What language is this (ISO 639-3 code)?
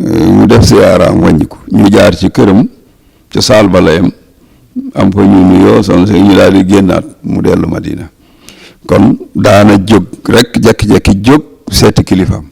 wol